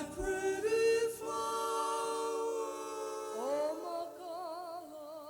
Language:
Hawaiian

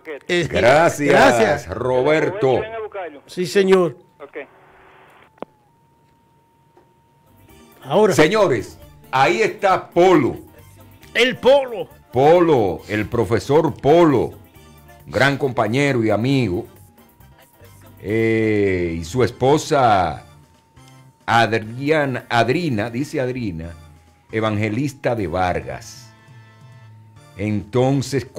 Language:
Spanish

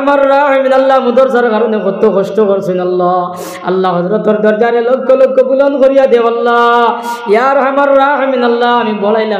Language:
Sylheti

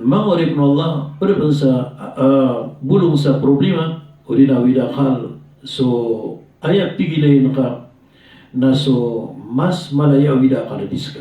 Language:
Maranao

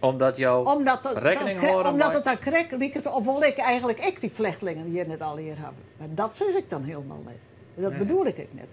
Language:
Western Frisian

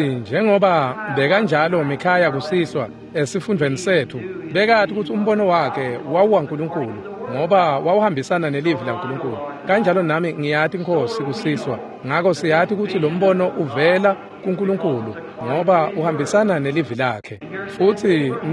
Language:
Swati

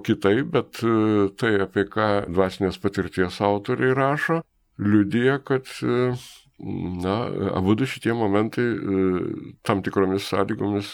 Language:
Lithuanian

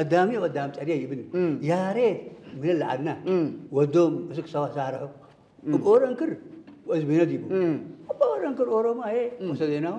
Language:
Tigrinya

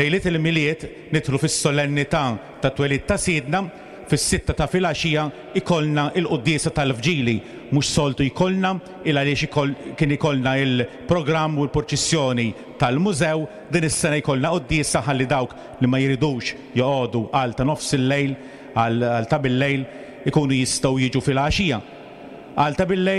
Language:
Maltese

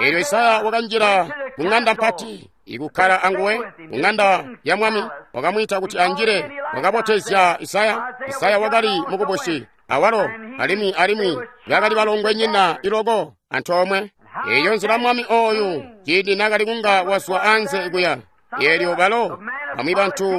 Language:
Tonga (Zambia)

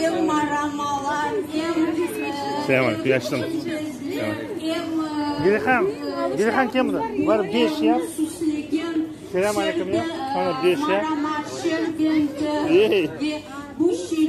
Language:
Crimean Tatar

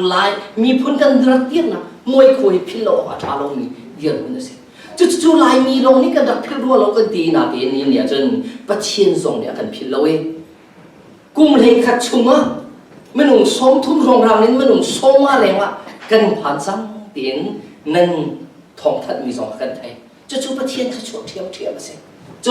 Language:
Hakha Chin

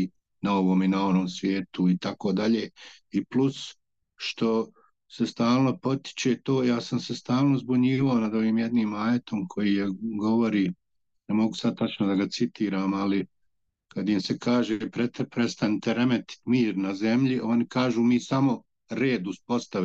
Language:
Bosnian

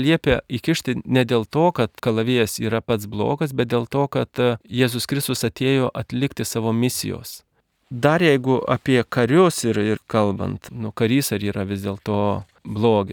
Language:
Lithuanian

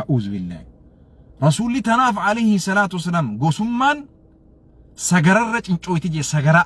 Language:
Oromo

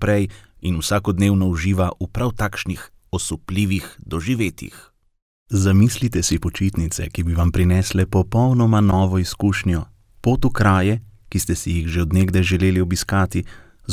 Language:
Slovenian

